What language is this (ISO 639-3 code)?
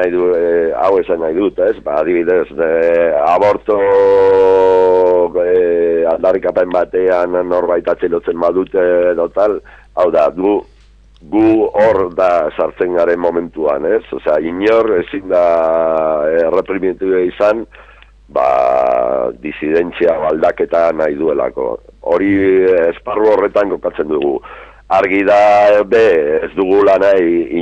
eus